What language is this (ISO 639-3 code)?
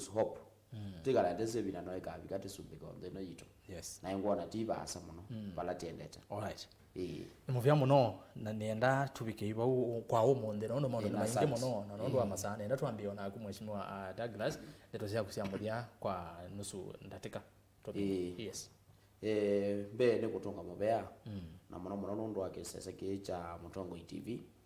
kam